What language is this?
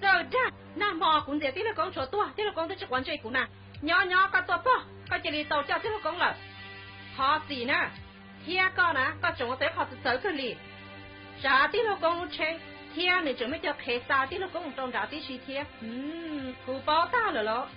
Hmong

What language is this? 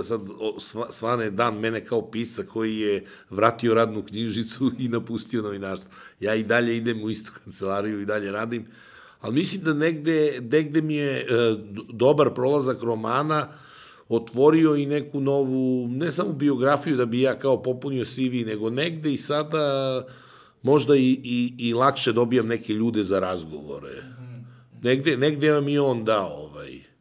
Serbian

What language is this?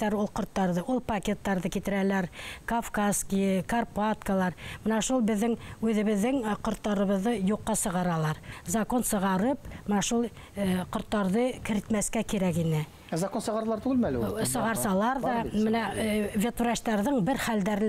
Bashkir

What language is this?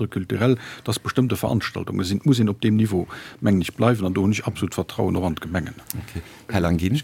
Luxembourgish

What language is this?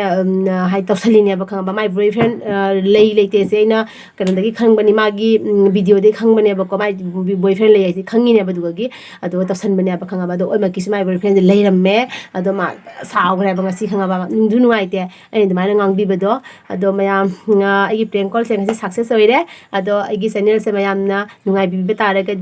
Manipuri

